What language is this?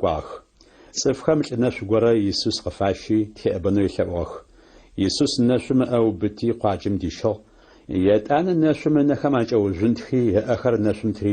Adyghe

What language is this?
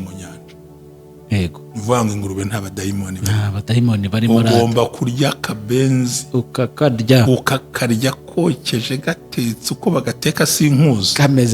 Kinyarwanda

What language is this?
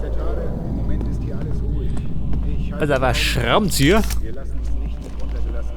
Bavarian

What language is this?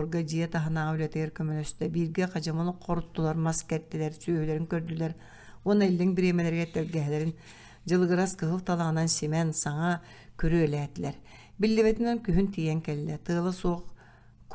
Yakut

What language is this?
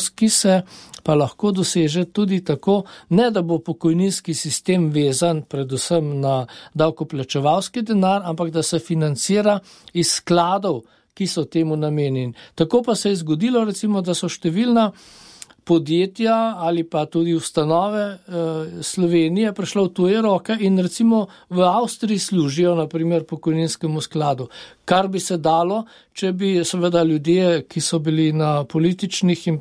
Slovenian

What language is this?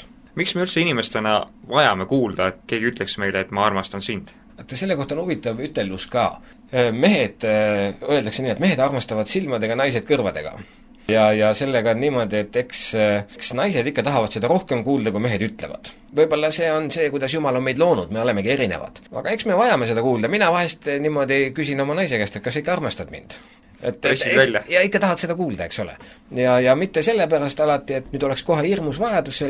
Estonian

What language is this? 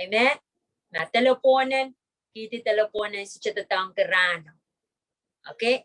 Pohnpeian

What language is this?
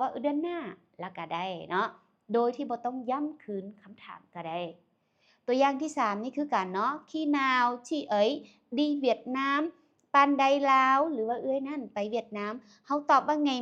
Lao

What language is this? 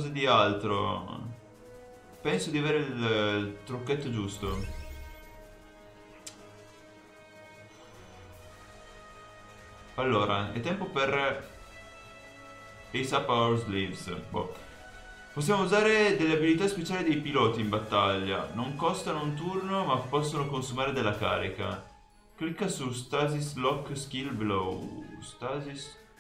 Italian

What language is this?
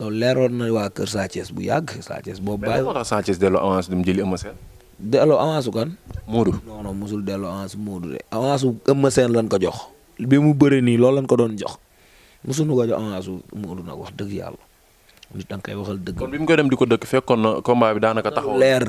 Wolof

